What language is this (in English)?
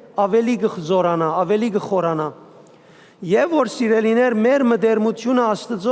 Western Armenian